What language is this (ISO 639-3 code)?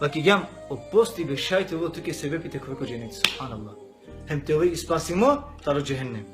rmn